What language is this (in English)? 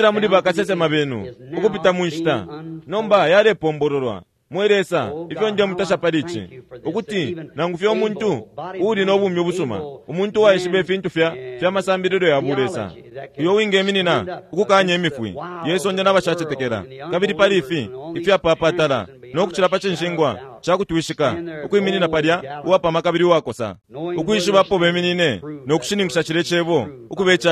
Bemba